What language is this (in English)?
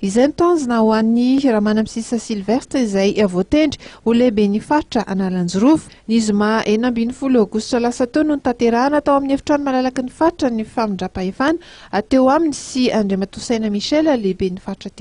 Malagasy